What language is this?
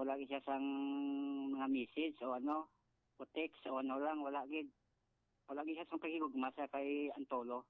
Hiligaynon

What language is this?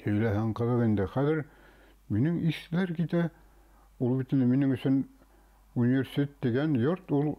Bashkir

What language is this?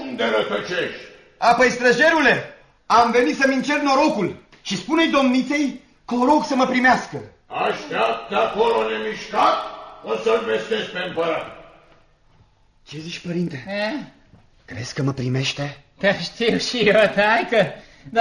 Romanian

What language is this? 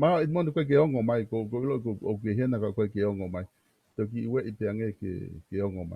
Tongan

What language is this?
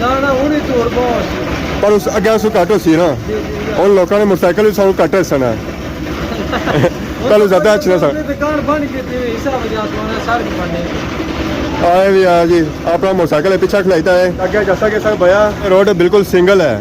Pahari-Potwari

